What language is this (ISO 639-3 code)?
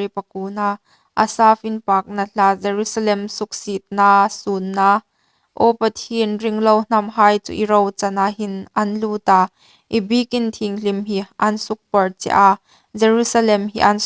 hmr